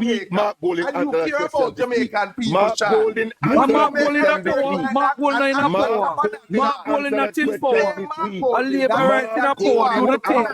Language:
Jamaican Creole English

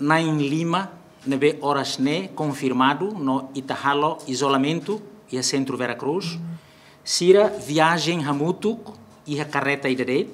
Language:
Tetum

